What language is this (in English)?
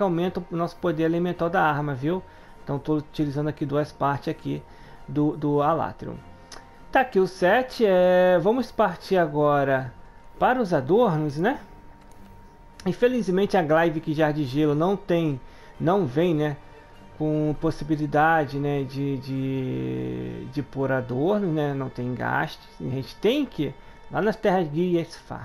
Portuguese